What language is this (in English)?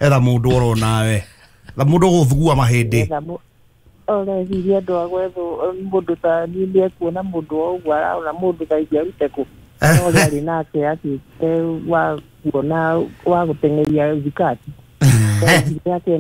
Kikuyu